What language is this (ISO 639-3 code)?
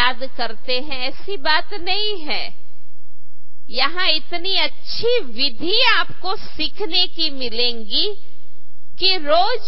hin